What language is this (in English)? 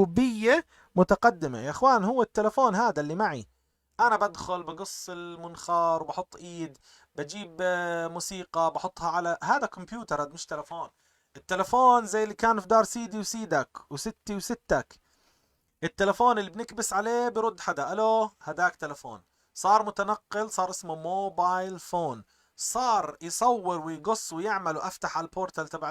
North Levantine Arabic